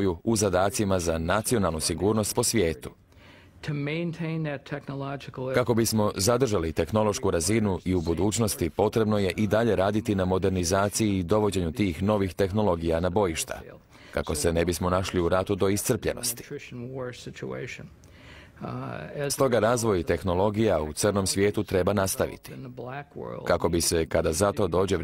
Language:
Croatian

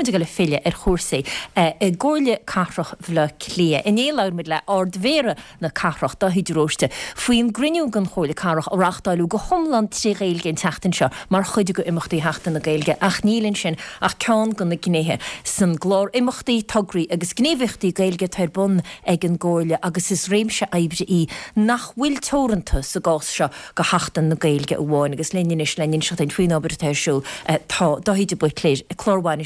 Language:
Irish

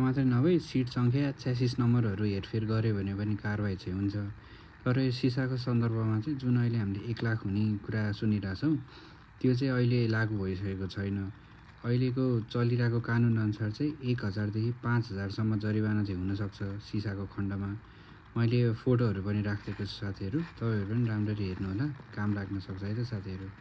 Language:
Nepali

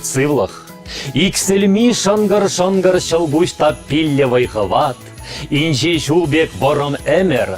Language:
Chuvash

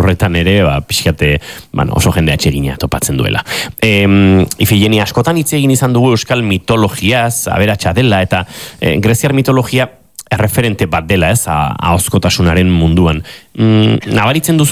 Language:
Basque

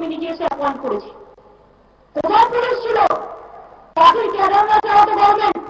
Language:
Bangla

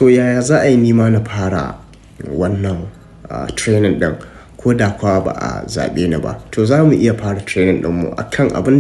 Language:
Hausa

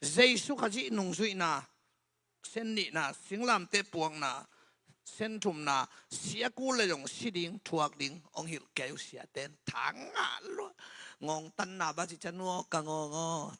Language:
Tedim Chin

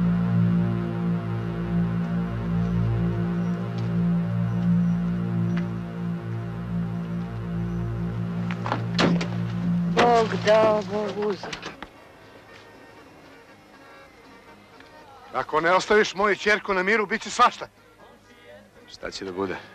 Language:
Serbian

